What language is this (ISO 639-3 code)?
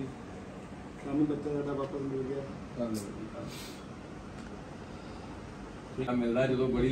pan